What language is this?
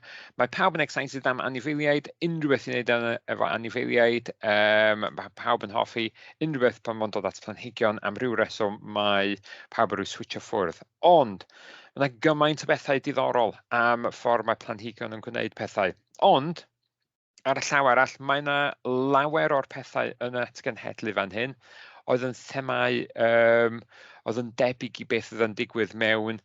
Welsh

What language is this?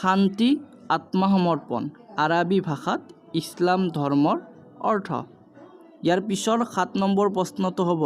Assamese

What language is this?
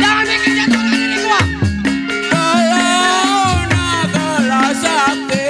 Betawi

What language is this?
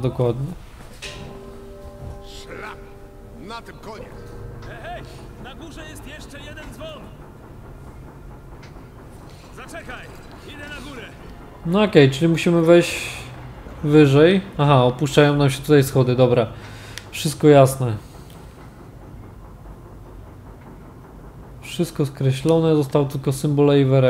Polish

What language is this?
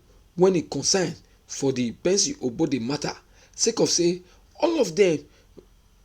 Nigerian Pidgin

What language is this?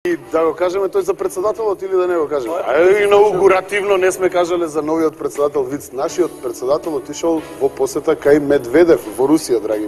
Macedonian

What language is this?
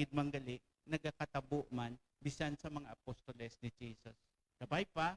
Hiligaynon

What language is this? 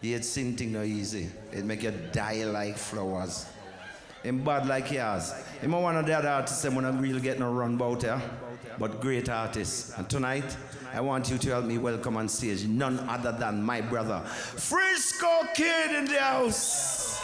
Jamaican Creole English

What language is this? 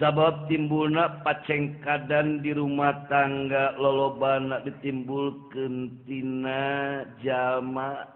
Sundanese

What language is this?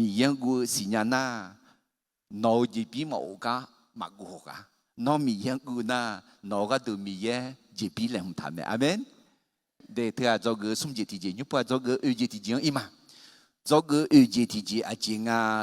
Akha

